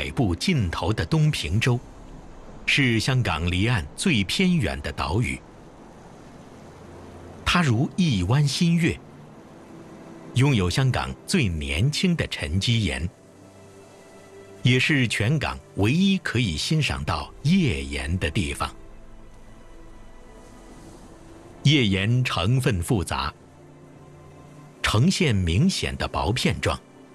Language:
Chinese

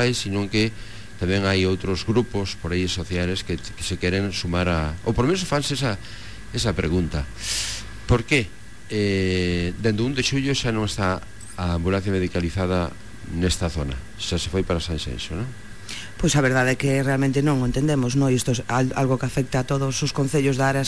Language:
Galician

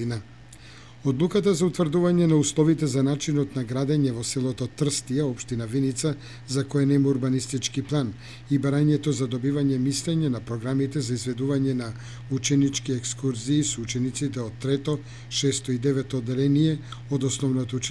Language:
Macedonian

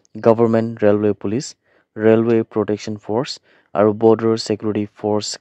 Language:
Naga Pidgin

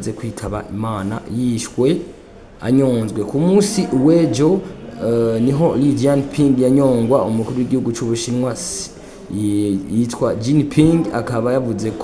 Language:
Rundi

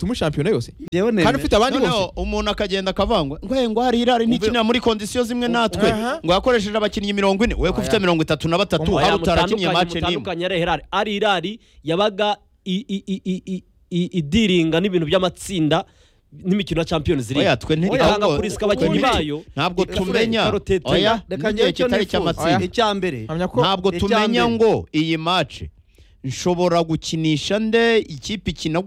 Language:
Kinyarwanda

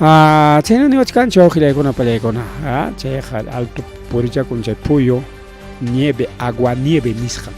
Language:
Ayacucho Quechua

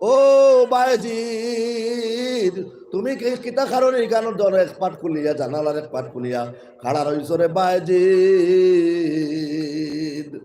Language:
Sylheti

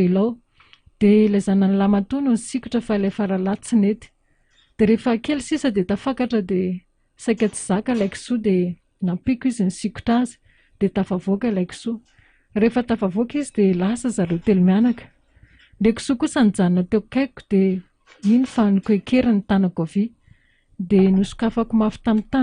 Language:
Malagasy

